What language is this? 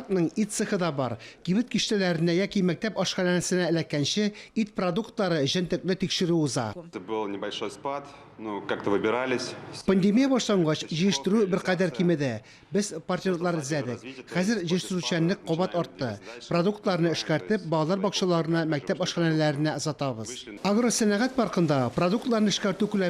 Tatar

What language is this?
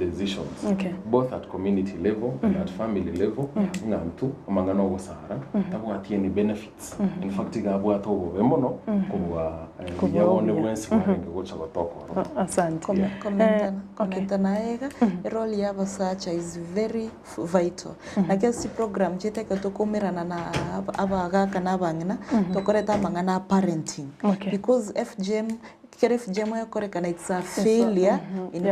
Gusii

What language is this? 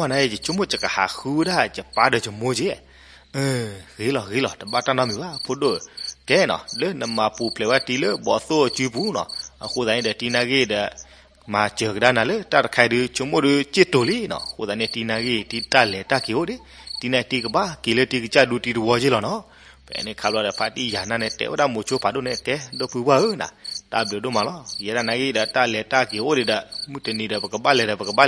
S'gaw Karen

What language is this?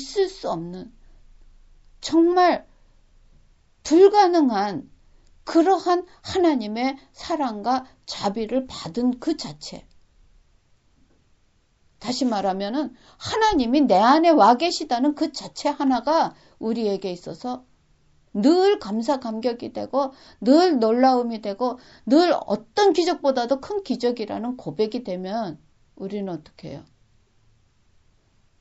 Korean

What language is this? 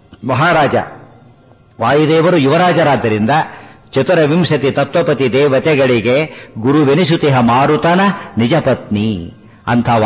Kannada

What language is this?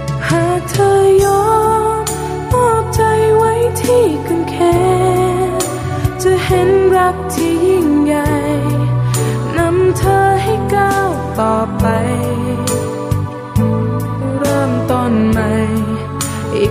Thai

